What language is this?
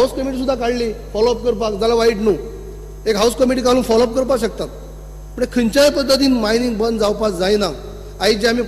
Konkani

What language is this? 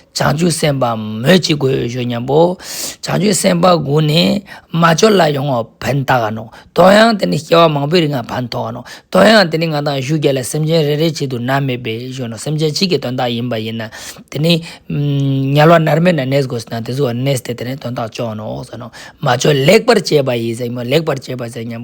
Ladakhi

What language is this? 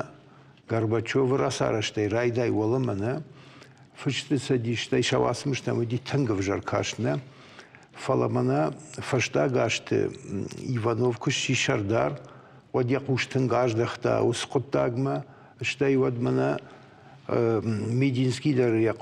Ossetic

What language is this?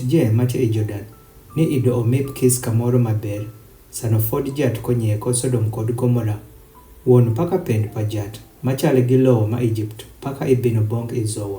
Adhola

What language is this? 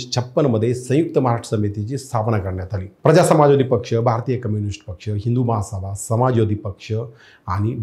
Marathi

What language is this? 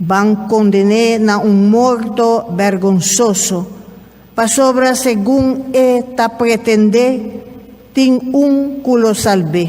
Papiamento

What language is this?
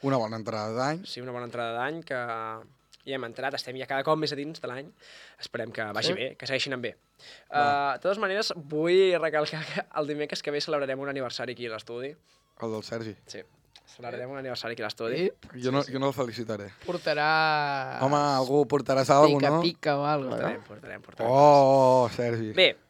Catalan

